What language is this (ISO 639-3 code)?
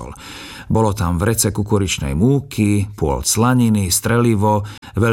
slk